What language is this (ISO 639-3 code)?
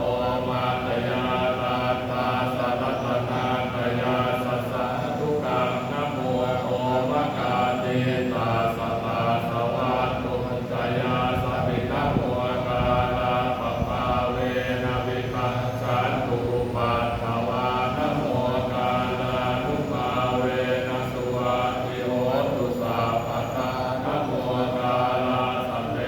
pli